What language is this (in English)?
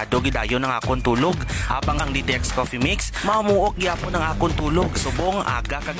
Hiligaynon